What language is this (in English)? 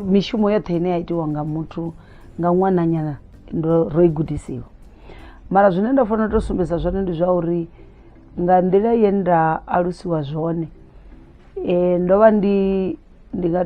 Venda